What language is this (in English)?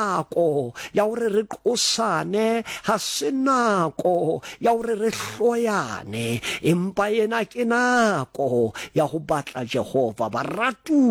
Southern Sotho